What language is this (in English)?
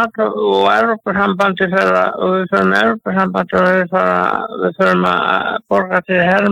Icelandic